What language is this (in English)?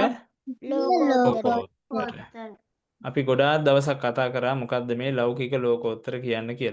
Sinhala